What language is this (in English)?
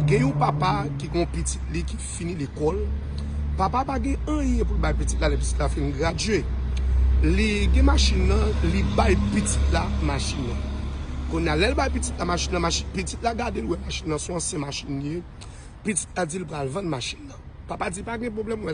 Haitian Creole